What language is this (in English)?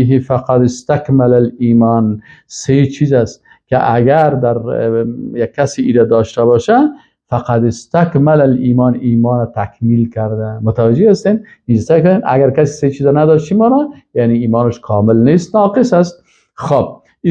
Persian